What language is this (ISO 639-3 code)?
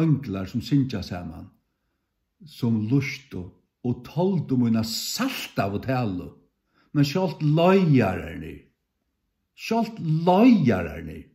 fao